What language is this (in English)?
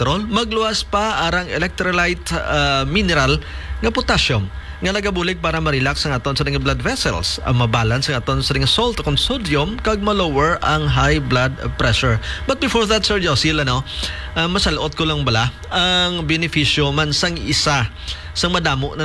Hiligaynon